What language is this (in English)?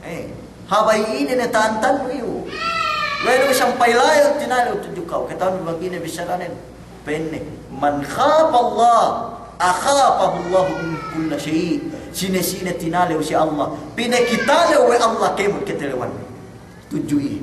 Yakan